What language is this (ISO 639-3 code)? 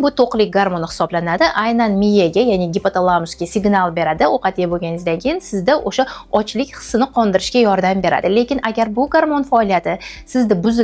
uzb